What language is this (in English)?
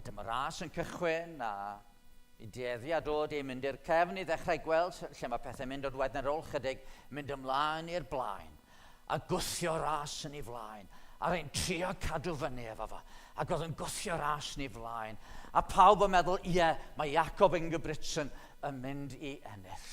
Welsh